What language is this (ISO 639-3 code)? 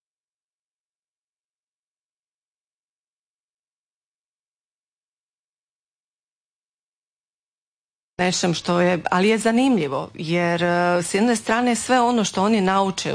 hrv